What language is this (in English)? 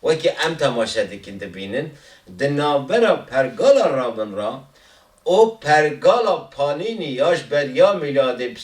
Kurdish